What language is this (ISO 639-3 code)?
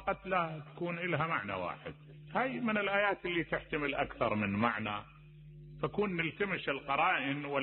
acm